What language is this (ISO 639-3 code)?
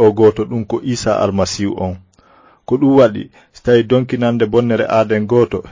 ful